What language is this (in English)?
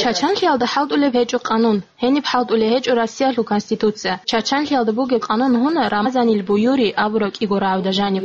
Avaric